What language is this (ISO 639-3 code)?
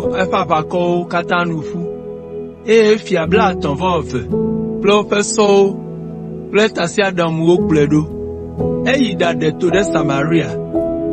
ewe